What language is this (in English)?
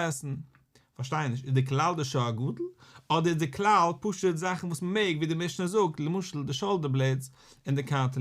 Yiddish